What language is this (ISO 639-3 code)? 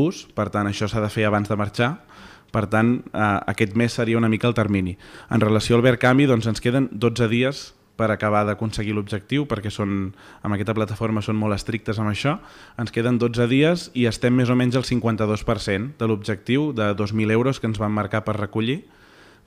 cat